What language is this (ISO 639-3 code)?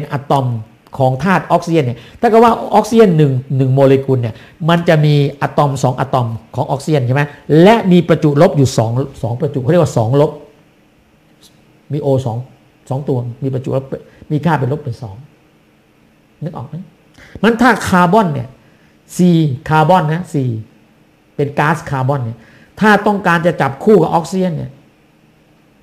tha